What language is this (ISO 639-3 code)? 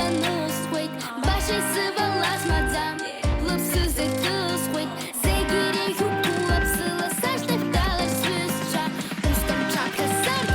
abk